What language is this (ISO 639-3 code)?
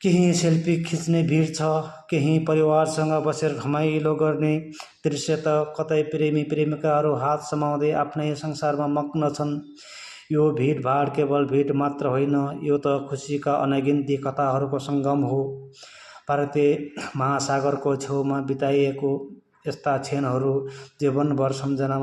nep